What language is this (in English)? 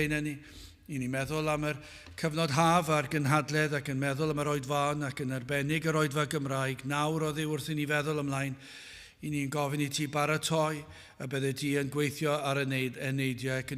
Welsh